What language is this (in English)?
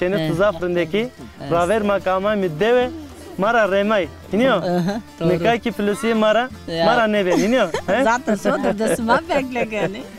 Zaza